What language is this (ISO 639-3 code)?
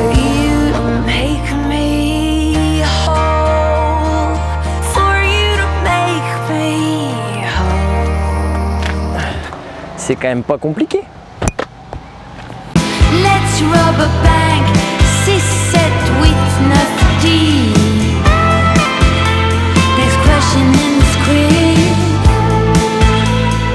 fra